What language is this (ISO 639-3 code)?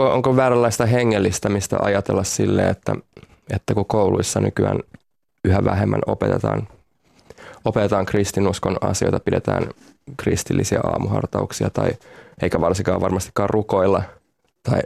fin